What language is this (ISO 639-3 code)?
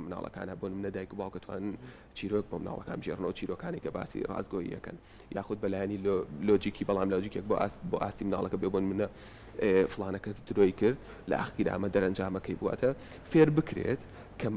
ckb